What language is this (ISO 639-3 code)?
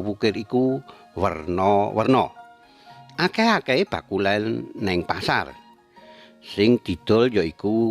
jav